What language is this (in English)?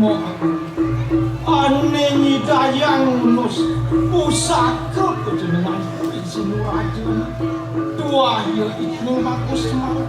Balinese